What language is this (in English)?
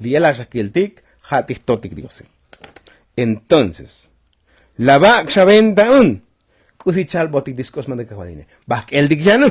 Tzotzil